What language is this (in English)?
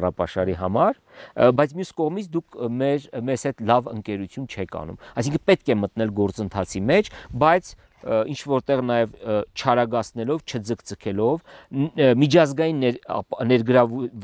Armenian